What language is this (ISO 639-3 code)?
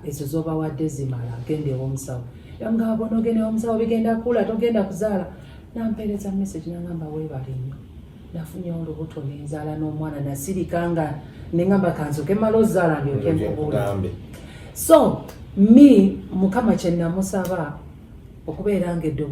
lug